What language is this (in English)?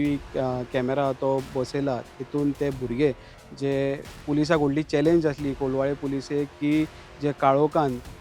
Konkani